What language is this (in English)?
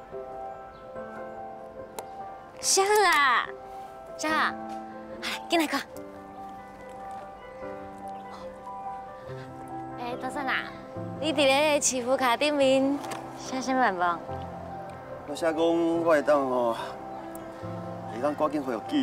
Min Nan Chinese